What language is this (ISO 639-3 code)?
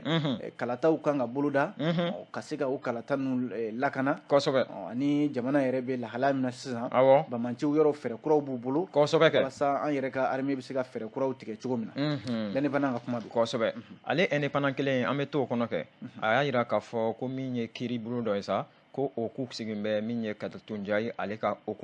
bam